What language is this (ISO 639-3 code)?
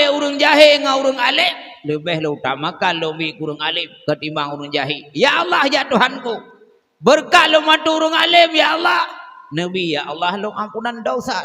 ace